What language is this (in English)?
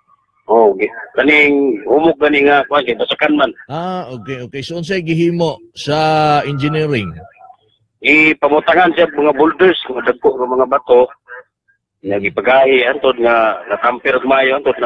Cebuano